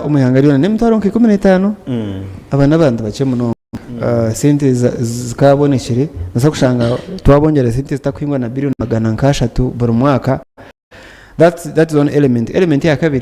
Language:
Nyankole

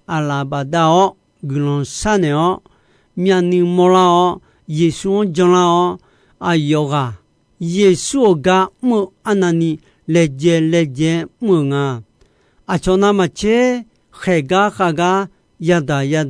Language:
Akha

